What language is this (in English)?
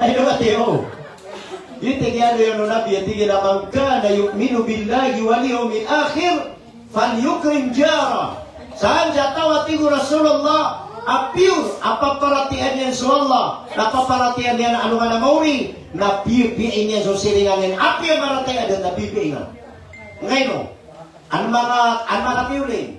Maranao